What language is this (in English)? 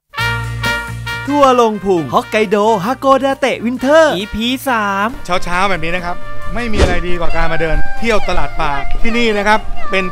Thai